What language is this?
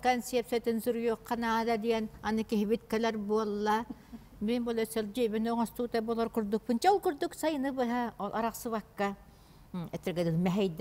Yakut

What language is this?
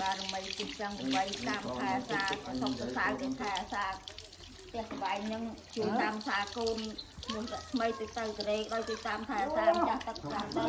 Khmer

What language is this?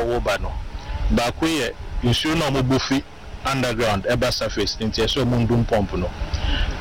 Akan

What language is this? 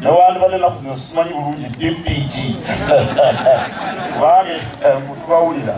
Ganda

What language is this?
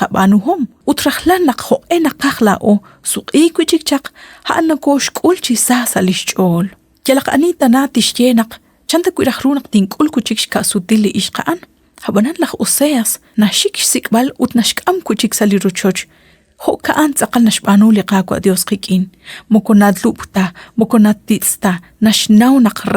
Kekchí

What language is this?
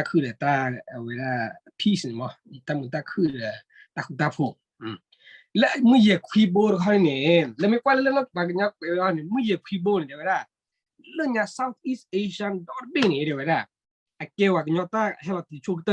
S'gaw Karen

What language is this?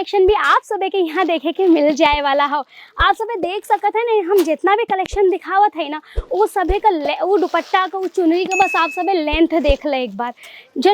Bhojpuri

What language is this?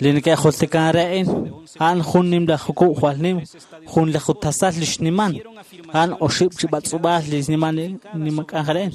Kekchí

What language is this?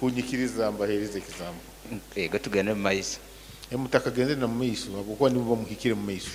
Nyankole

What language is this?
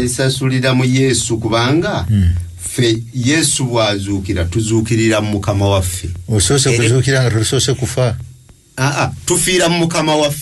Ganda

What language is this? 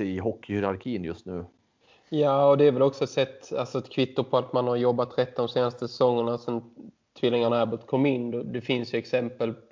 Swedish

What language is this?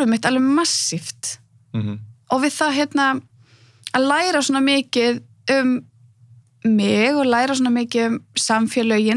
Icelandic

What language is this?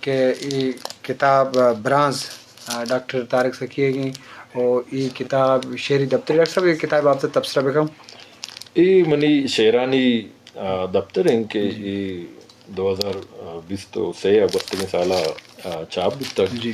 Eastern Balochi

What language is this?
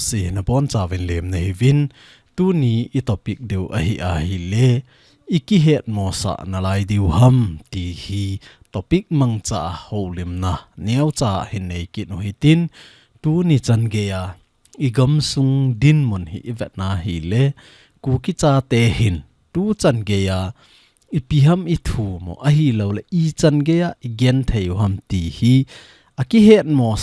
Thado Chin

